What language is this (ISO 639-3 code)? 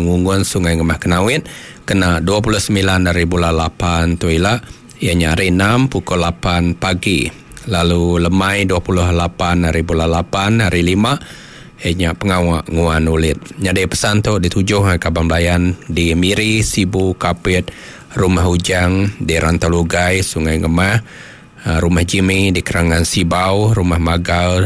iba